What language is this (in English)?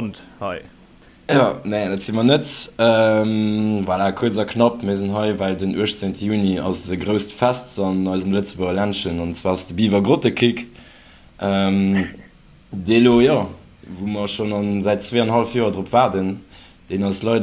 Luxembourgish